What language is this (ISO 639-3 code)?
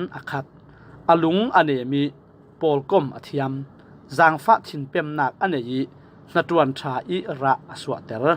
cfm